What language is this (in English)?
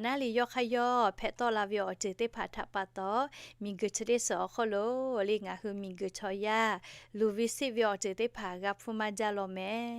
Lahu